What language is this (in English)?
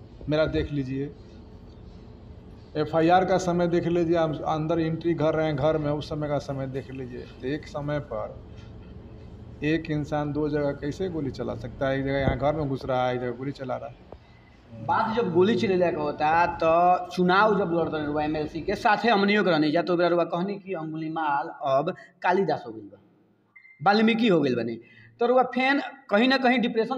Bhojpuri